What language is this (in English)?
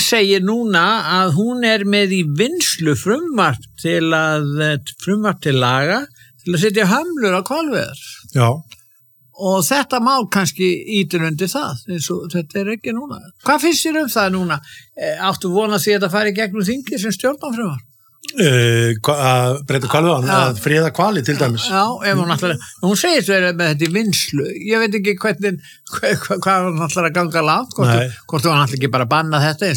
Icelandic